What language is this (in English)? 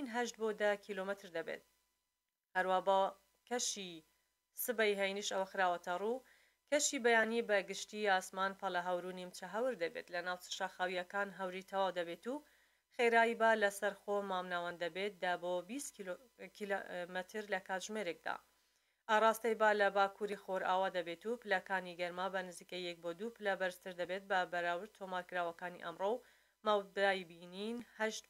Central Kurdish